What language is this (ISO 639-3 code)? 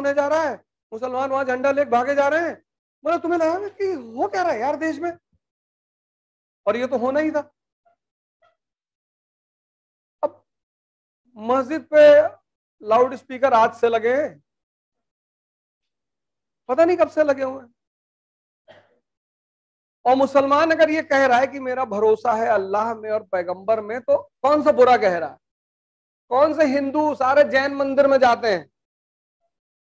hin